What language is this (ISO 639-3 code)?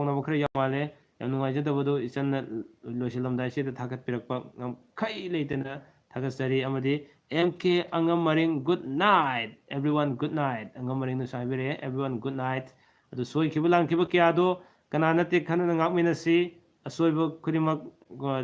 mni